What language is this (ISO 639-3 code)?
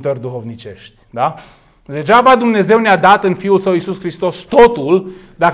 ron